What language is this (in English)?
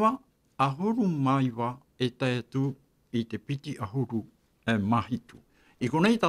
Tahitian